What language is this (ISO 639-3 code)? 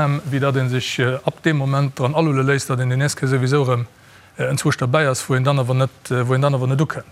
ltz